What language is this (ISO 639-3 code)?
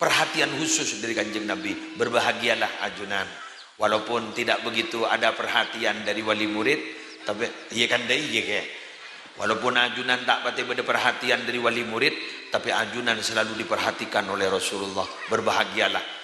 mad